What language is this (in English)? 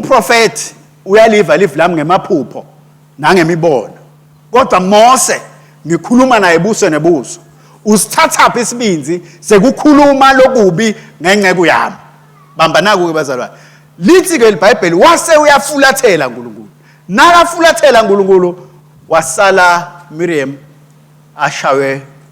Swati